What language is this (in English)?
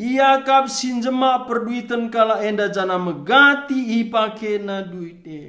Batak Karo